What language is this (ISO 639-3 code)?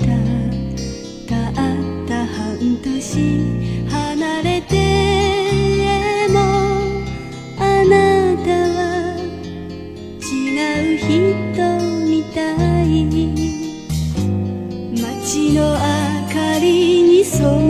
jpn